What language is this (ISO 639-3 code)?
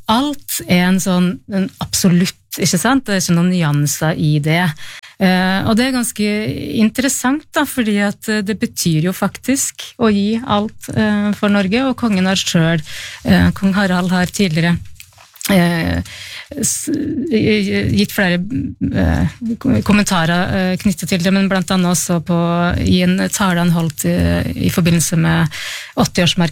nor